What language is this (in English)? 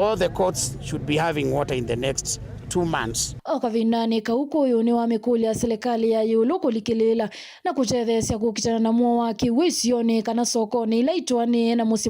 Kamba